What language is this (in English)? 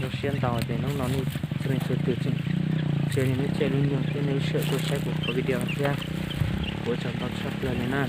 Hmong